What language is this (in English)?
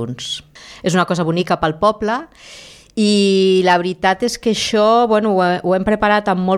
Catalan